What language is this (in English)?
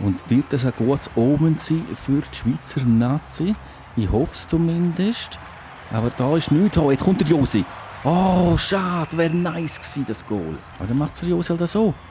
Swiss German